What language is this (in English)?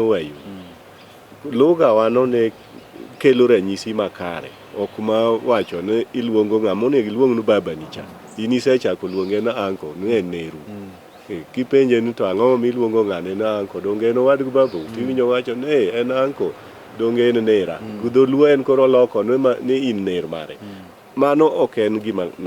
Luo (Kenya and Tanzania)